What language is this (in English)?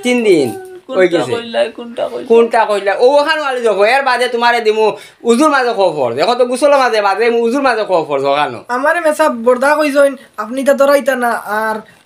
Sylheti